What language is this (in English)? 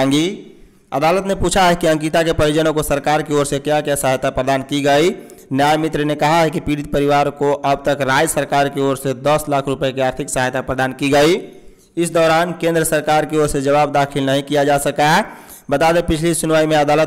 Hindi